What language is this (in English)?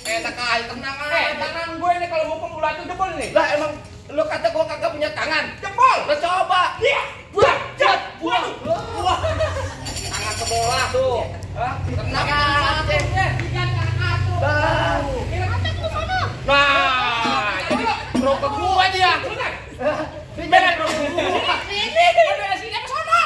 Betawi